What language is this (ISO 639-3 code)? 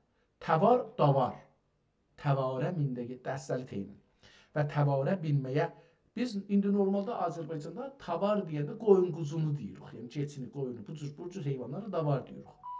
azb